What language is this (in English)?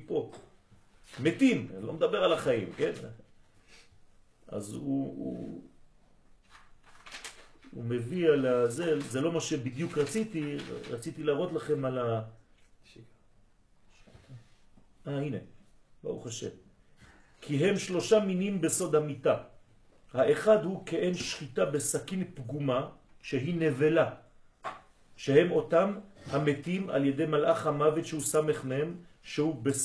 Hebrew